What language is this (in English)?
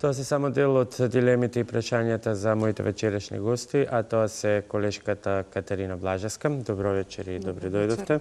Macedonian